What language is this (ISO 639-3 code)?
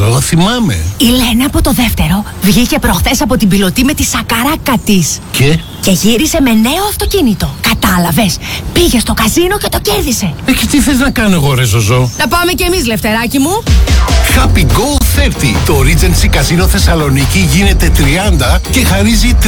ell